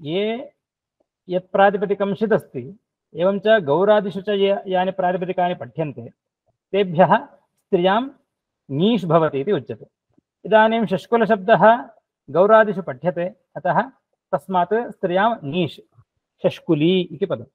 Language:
Sanskrit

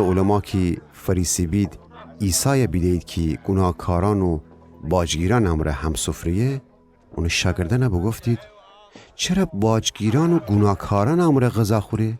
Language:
Gilaki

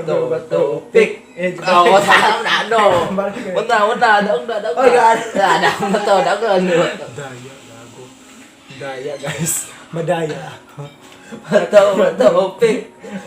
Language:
Cebuano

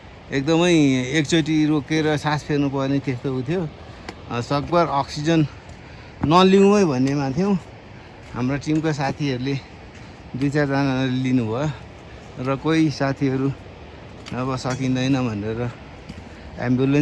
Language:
Nepali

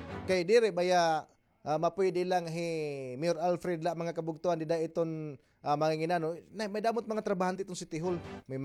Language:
Waray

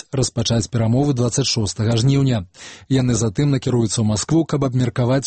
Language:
Belarusian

